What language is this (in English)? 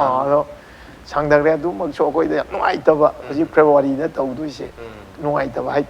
Manipuri